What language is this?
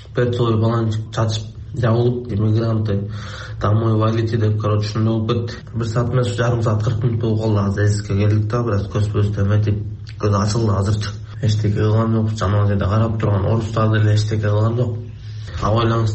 Kyrgyz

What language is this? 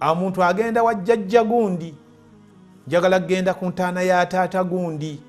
Ganda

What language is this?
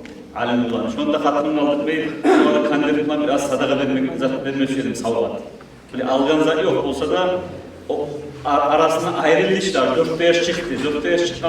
Kumyk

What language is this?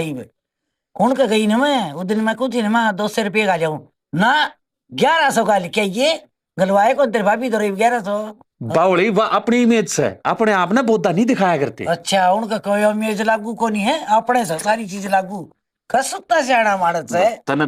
Haryanvi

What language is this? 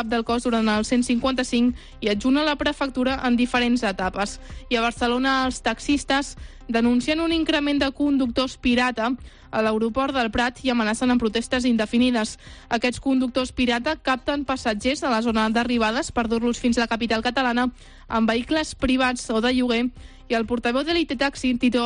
Catalan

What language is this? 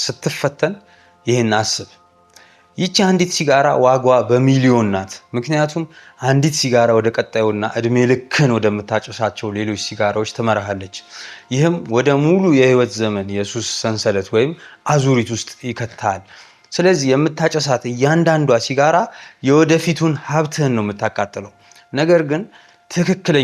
Amharic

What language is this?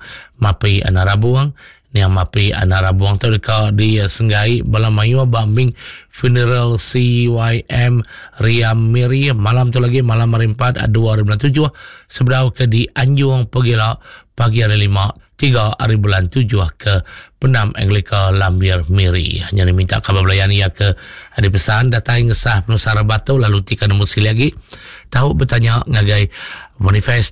Iban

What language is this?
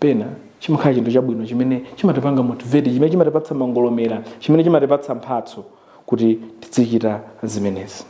Nyanja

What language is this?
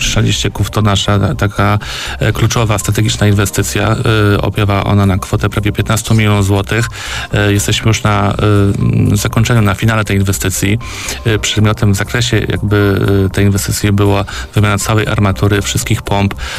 Polish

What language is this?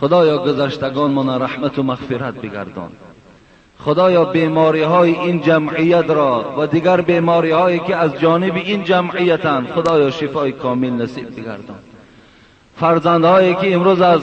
Tajik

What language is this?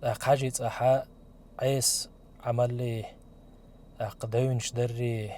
Chechen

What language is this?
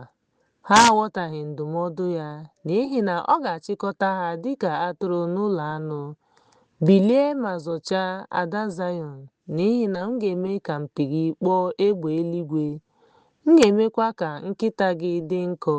Igbo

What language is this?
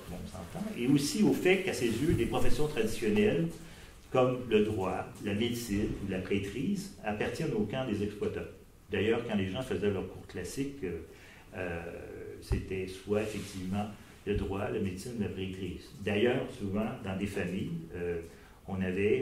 French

